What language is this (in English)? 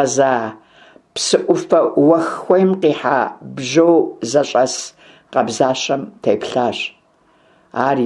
Kabardian